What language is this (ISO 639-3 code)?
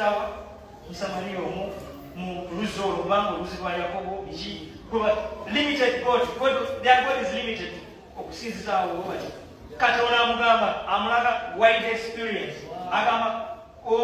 lug